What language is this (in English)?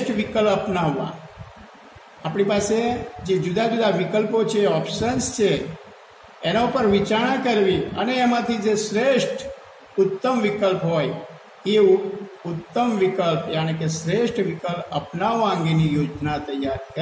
Gujarati